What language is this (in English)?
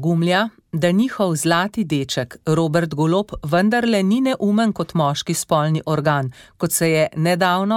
Slovenian